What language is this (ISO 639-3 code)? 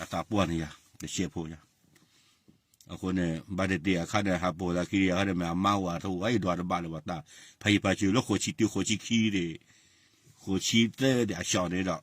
ksw